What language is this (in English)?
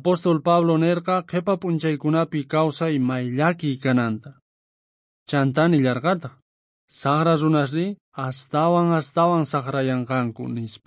South Bolivian Quechua